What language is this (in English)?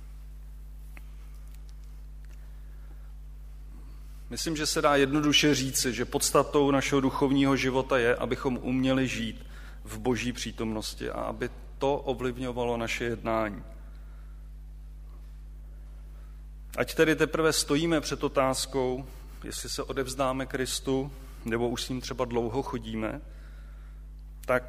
Czech